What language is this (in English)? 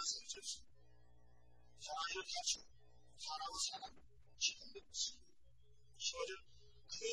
Korean